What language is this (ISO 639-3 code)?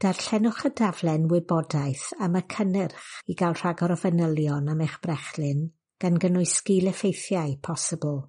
cym